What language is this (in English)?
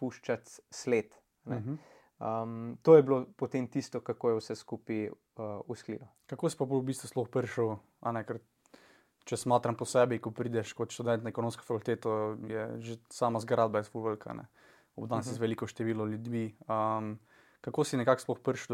Slovenian